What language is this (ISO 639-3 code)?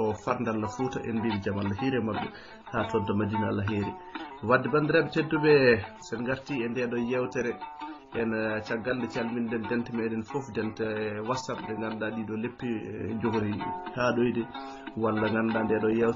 ful